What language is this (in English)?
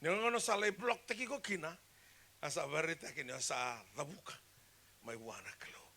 Fijian